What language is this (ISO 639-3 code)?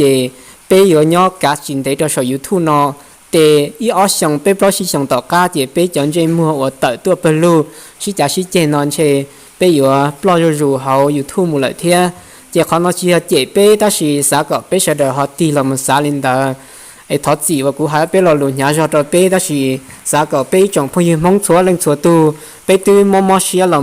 hmn